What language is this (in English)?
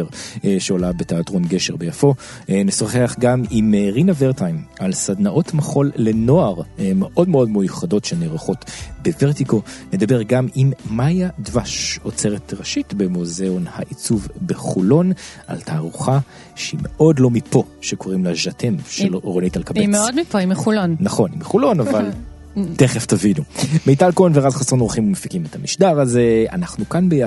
Hebrew